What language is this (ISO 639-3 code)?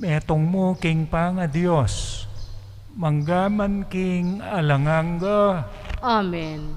pam